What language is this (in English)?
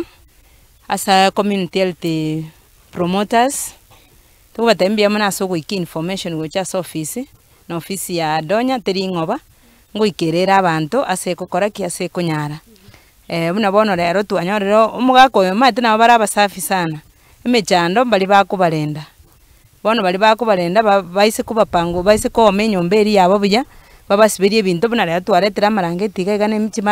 Gusii